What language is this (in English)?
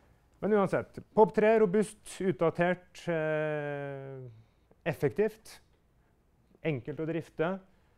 Norwegian